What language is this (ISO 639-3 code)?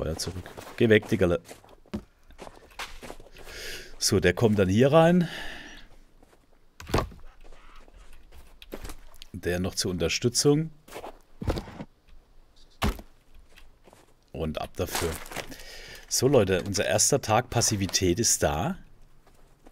deu